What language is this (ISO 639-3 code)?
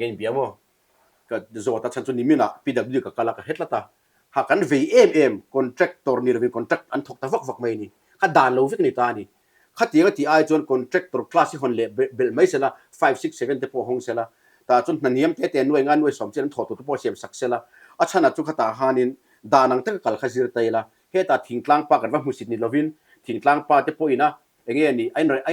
lus